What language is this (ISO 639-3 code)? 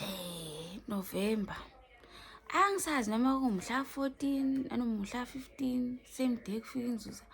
zul